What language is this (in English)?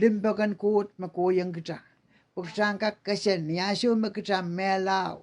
Pohnpeian